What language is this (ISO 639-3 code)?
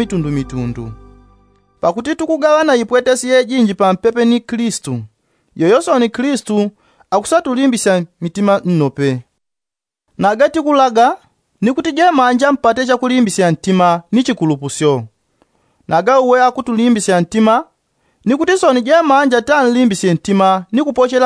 yao